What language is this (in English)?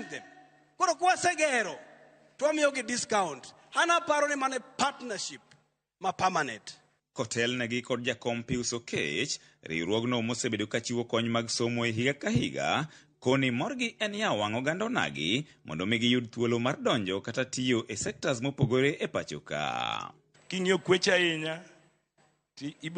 Luo (Kenya and Tanzania)